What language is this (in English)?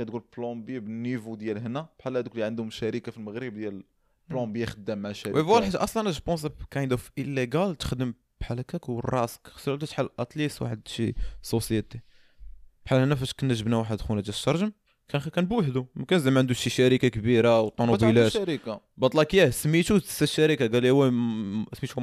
Moroccan Arabic